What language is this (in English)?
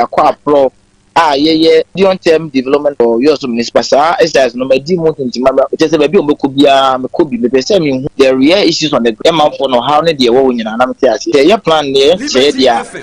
Akan